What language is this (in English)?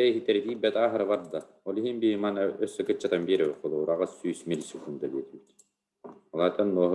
Yakut